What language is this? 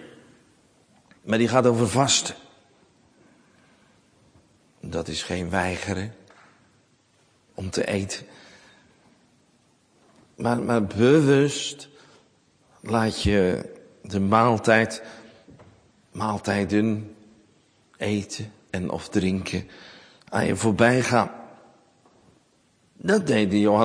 Dutch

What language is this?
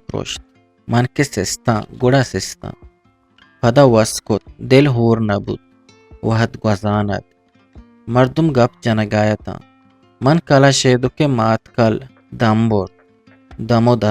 Eastern Balochi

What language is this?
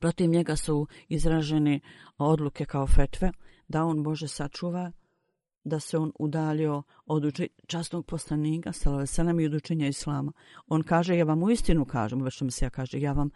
Bosnian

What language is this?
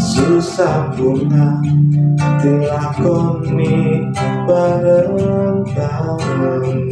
Javanese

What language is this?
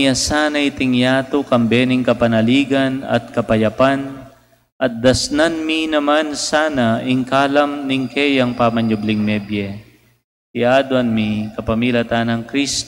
Pampanga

